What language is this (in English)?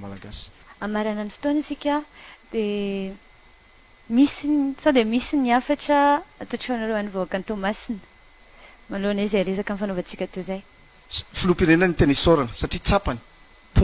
Malagasy